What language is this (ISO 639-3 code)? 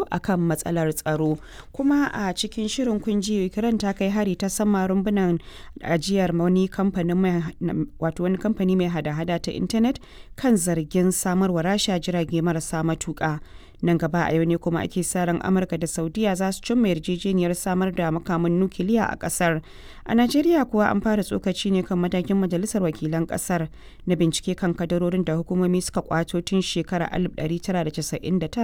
hau